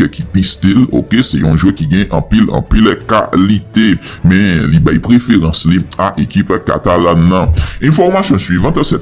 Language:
Haitian Creole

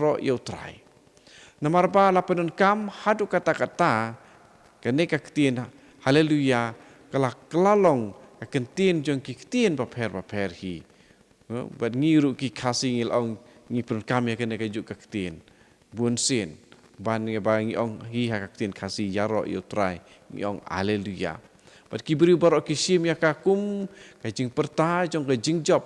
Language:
Khasi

